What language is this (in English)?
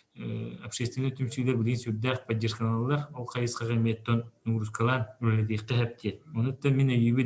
Yakut